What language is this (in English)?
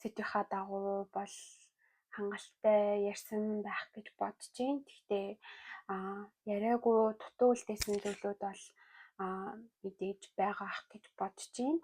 Mongolian